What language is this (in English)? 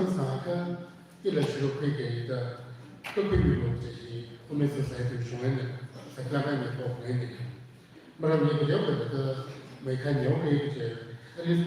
Tangkhul Naga (India)